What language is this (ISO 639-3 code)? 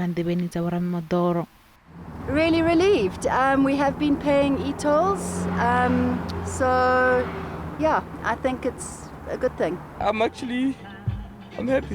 ven